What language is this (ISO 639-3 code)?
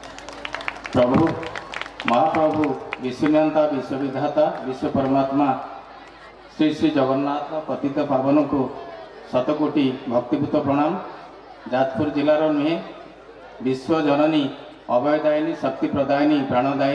ori